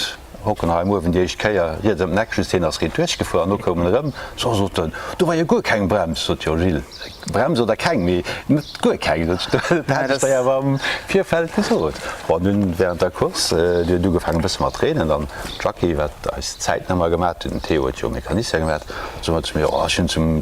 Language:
Luxembourgish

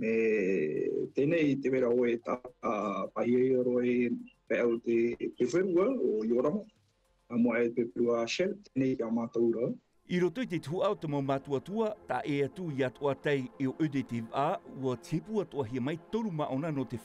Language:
Tahitian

